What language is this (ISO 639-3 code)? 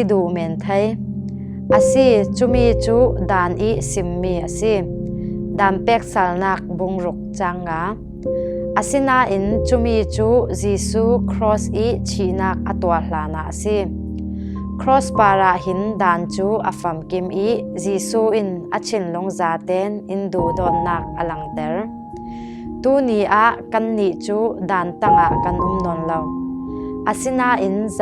cfm